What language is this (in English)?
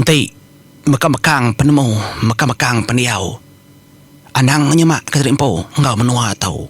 Iban